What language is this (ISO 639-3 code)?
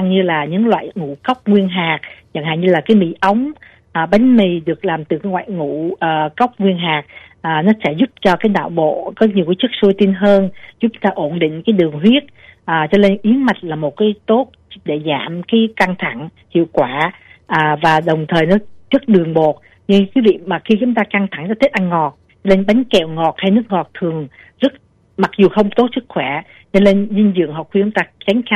vie